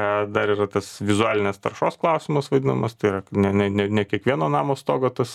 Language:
Lithuanian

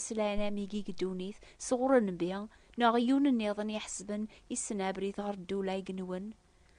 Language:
Kabyle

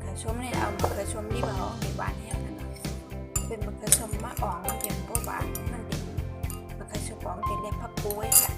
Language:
Shan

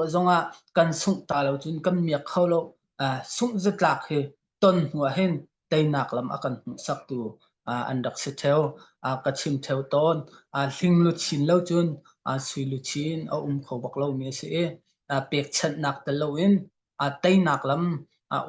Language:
Hakha Chin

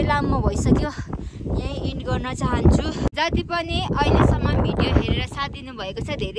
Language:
Nepali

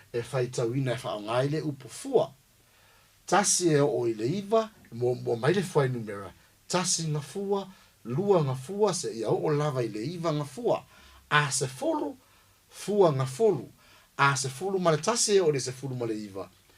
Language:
Samoan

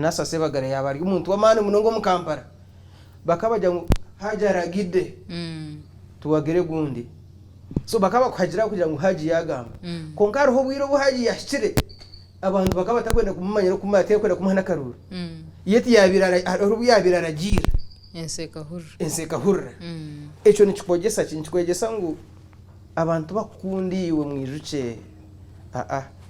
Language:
Nyankole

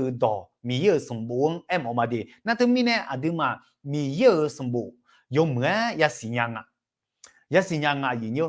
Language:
Akha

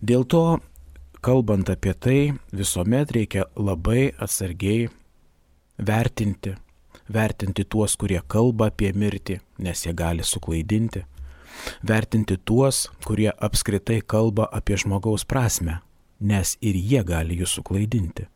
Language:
Lithuanian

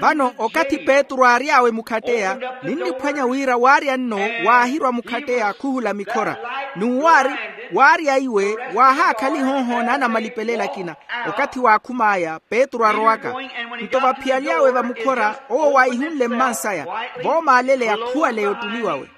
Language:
Makhuwa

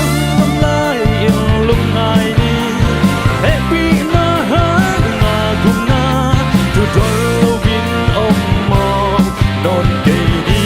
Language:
Tedim Chin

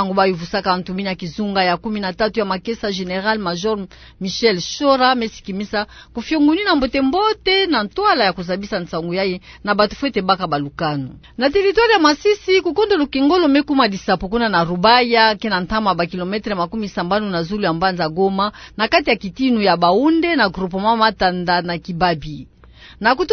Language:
Kituba (Democratic Republic of Congo)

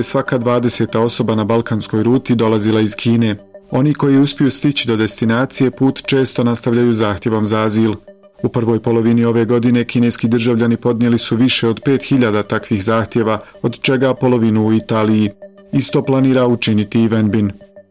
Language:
Bosnian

